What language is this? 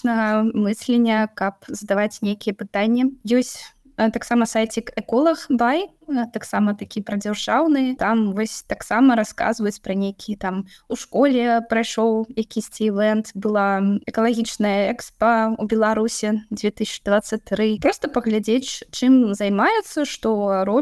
Belarusian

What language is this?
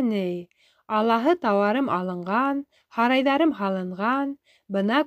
Bashkir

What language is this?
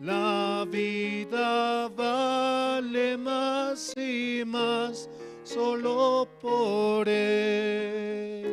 South Bolivian Quechua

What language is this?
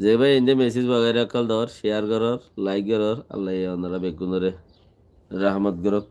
Rohingya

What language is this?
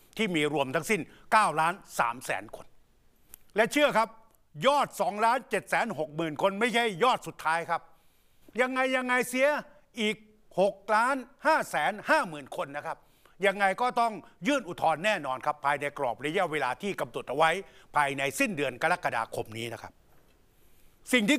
Thai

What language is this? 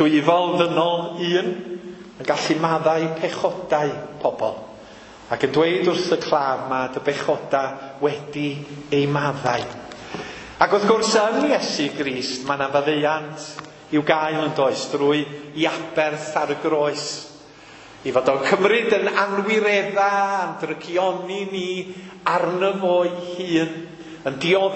Welsh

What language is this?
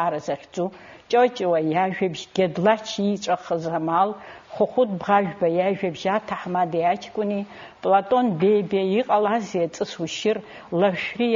Abkhazian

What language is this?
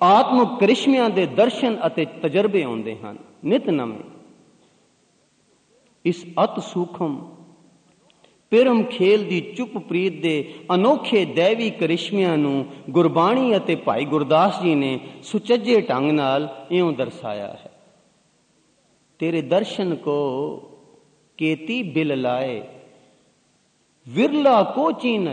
Punjabi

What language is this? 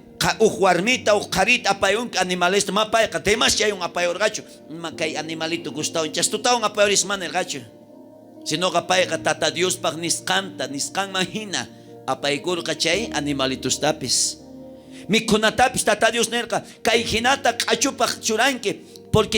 South Bolivian Quechua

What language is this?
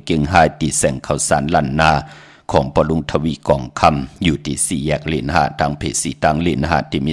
Shan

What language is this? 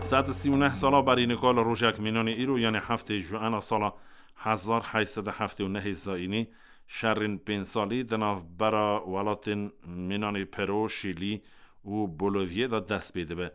Kurdish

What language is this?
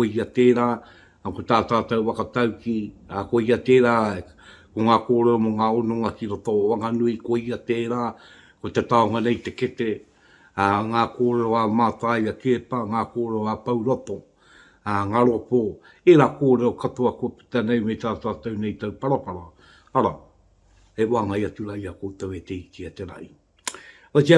Māori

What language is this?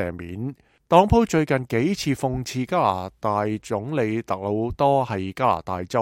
Cantonese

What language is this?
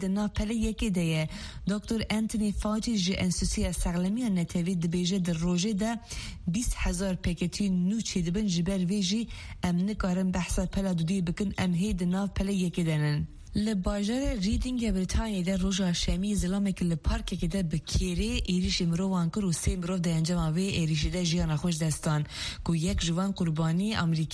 Kurdish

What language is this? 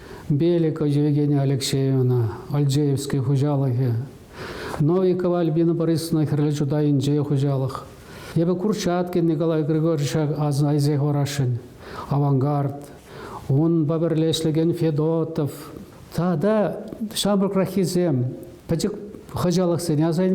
Chuvash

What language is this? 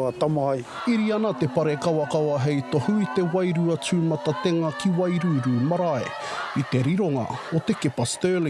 Māori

